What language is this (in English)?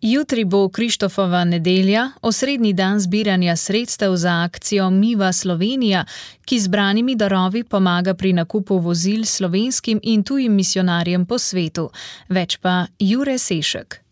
Slovenian